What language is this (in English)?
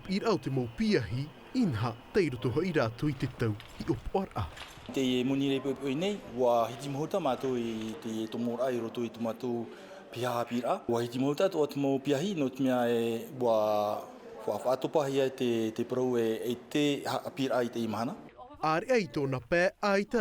Tahitian